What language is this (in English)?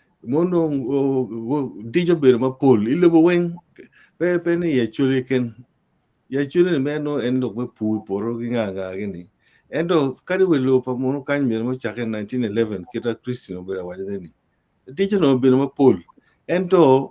Acoli